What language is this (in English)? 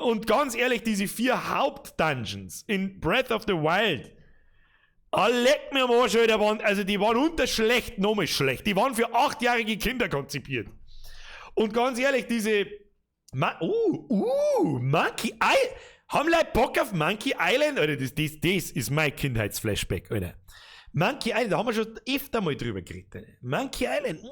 Bavarian